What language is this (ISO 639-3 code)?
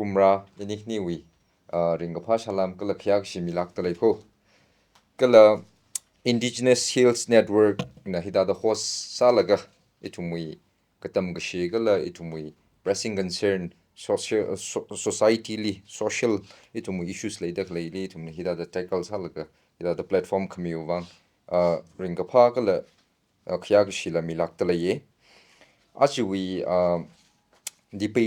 nmf